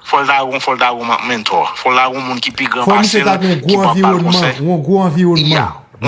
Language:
Haitian Creole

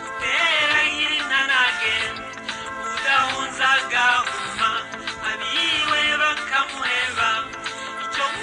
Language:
Rundi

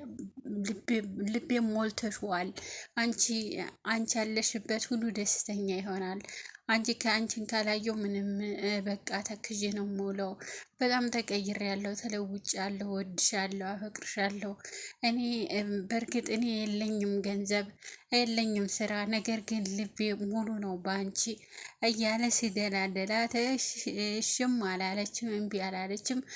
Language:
Amharic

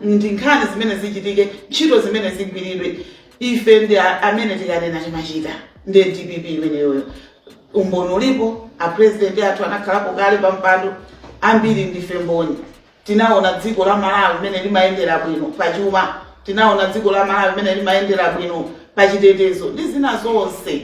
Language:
Nyanja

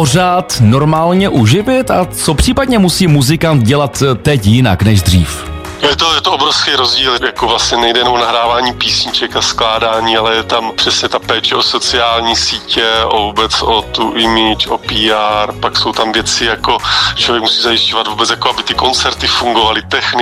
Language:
Czech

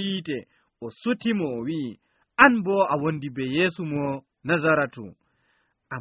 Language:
Nigerian Fulfulde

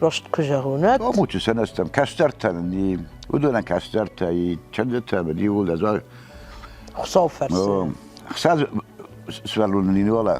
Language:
Ossetic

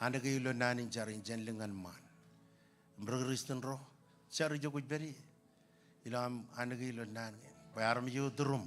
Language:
Marshallese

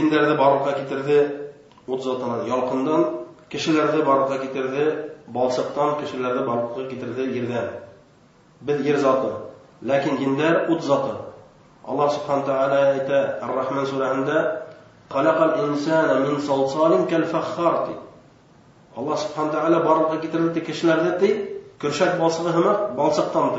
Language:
Bashkir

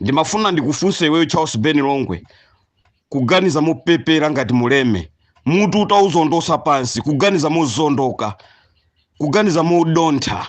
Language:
Nyanja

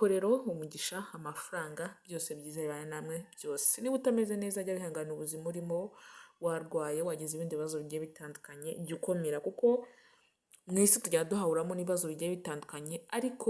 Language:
Kinyarwanda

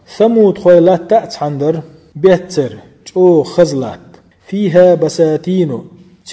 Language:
Chechen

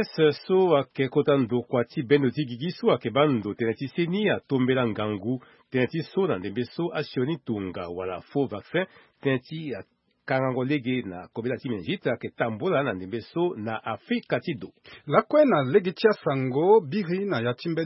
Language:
Sango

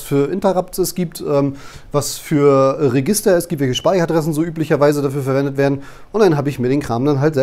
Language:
German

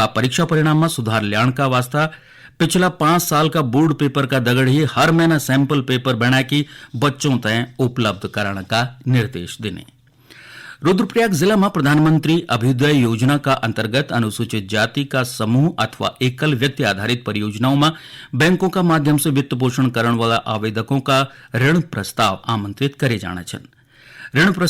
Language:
Garhwali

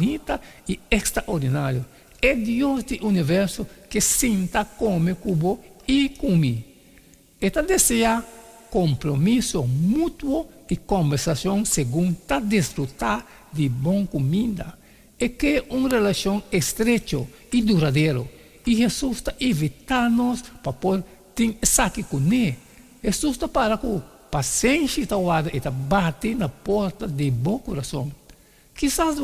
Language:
Papiamento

